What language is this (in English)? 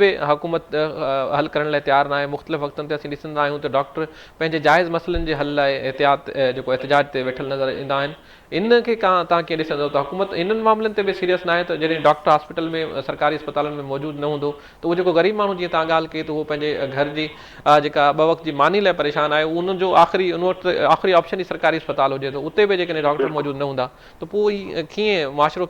Sindhi